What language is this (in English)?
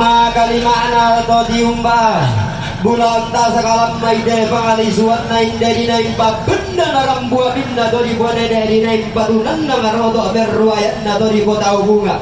Toraja-Sa'dan